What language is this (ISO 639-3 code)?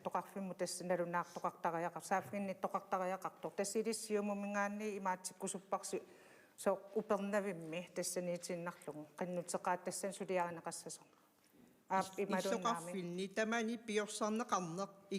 kal